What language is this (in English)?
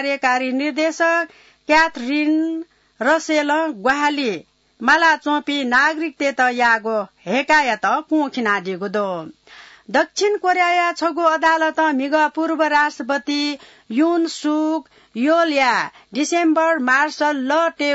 Newari